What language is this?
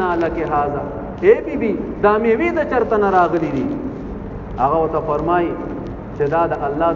Pashto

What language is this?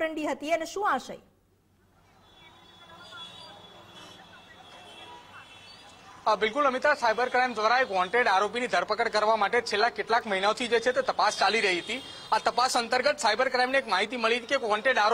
Gujarati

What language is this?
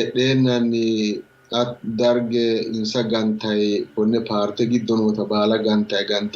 Sidamo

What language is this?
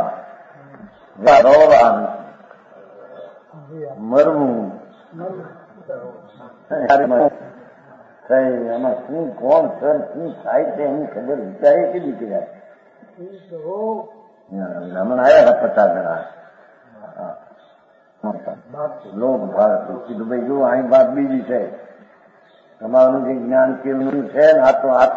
Gujarati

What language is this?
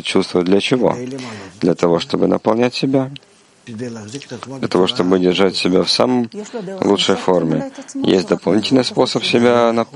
Russian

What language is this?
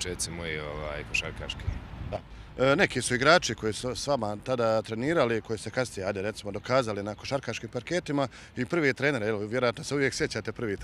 Croatian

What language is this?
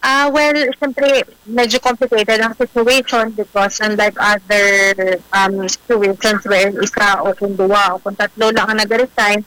Hiligaynon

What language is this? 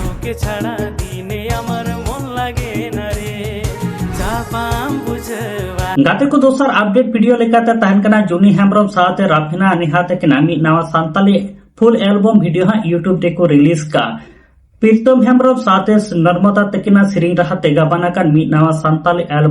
Santali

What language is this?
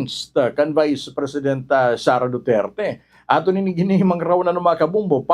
Waray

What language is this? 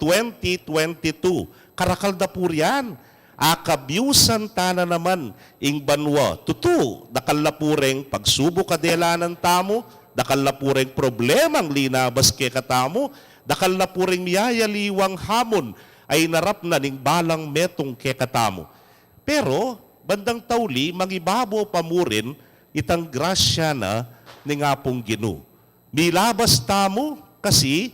Pampanga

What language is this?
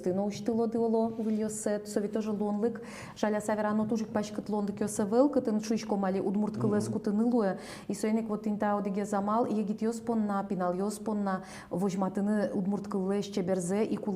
Udmurt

